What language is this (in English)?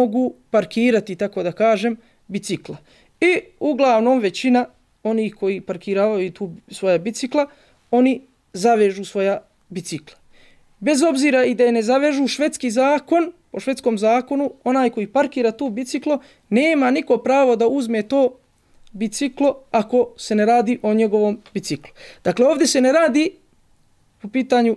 Bosnian